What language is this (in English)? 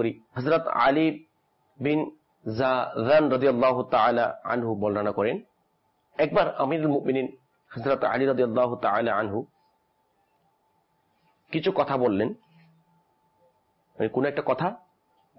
Bangla